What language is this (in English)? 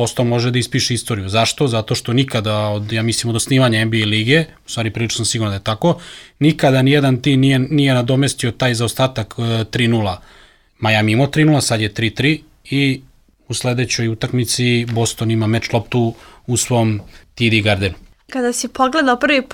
Serbian